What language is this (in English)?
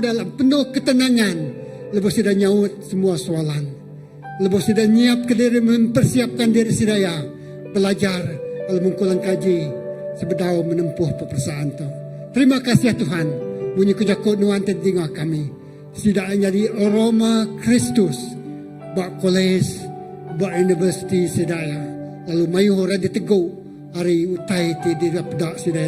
Iban